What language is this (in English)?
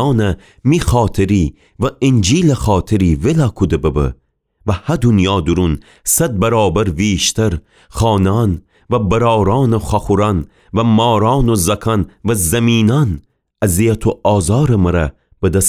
Gilaki